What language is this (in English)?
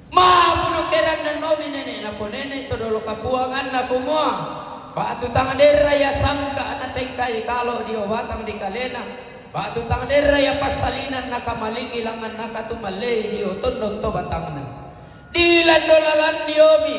Toraja-Sa'dan